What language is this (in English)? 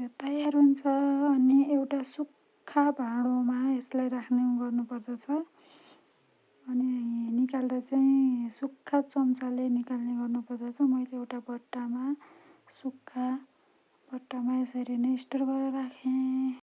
Nepali